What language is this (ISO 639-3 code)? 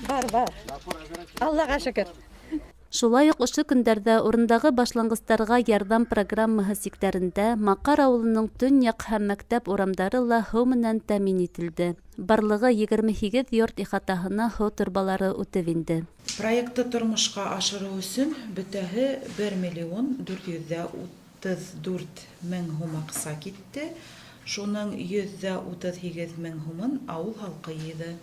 bak